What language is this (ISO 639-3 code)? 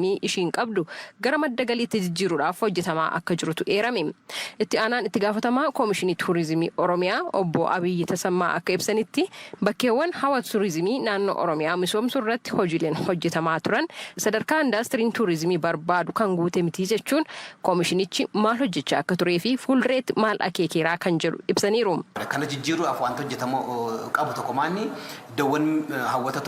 orm